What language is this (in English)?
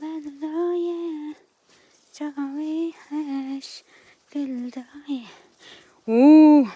Kurdish